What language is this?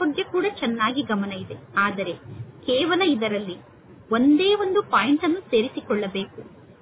Kannada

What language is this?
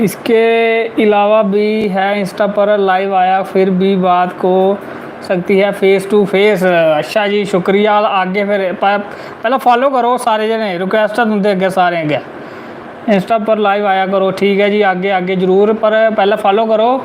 Dogri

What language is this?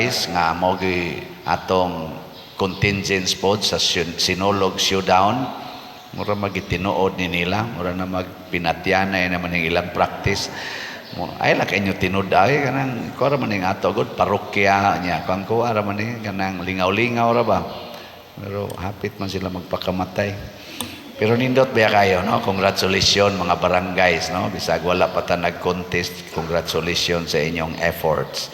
Cebuano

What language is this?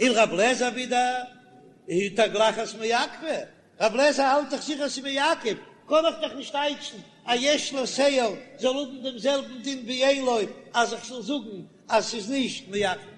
Yiddish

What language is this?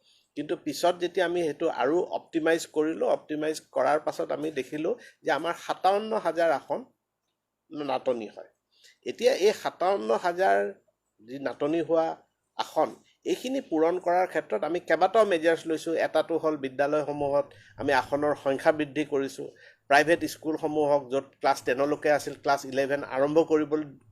Assamese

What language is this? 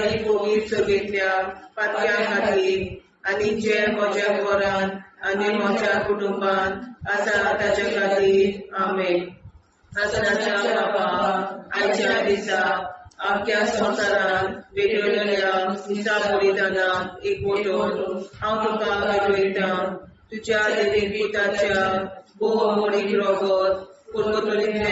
Konkani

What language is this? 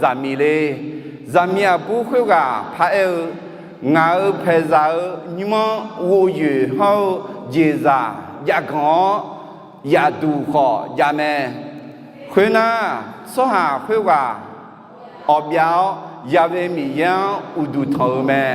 Akha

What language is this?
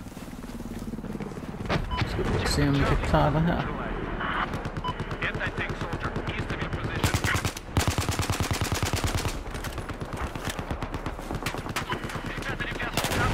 Danish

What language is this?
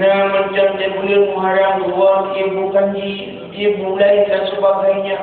Achinese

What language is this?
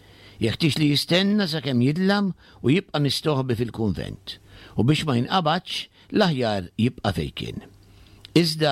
Maltese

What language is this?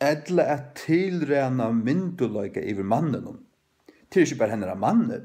Faroese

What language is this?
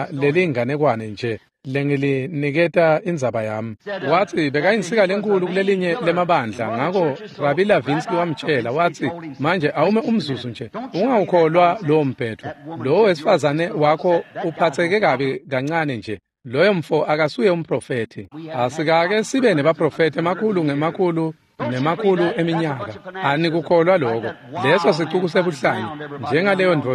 Swati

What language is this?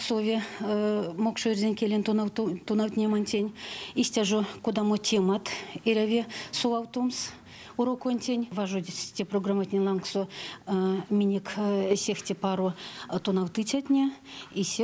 Erzya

